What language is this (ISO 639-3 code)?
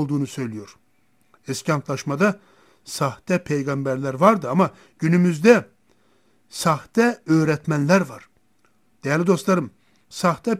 tur